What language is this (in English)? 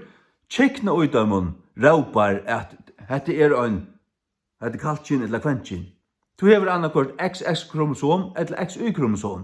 Faroese